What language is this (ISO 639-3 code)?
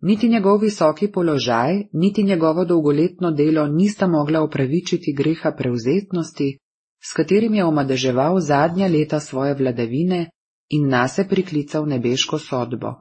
slv